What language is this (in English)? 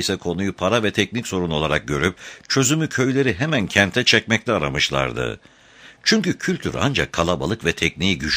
Turkish